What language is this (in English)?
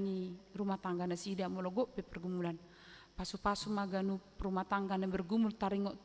Batak Toba